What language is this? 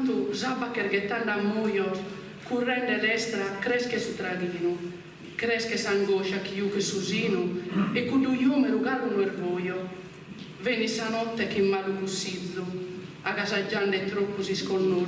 Sardinian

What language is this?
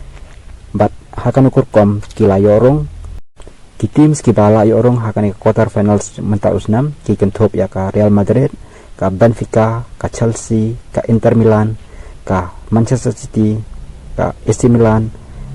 Khasi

